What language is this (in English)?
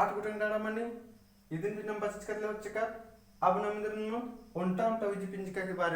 Kurukh